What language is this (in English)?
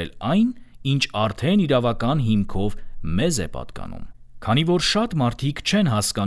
Armenian